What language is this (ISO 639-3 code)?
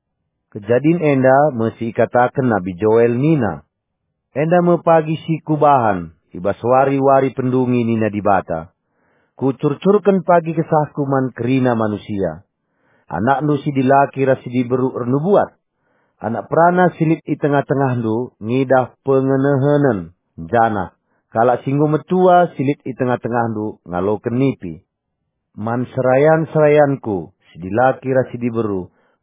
btx